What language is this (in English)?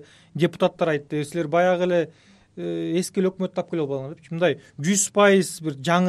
Kyrgyz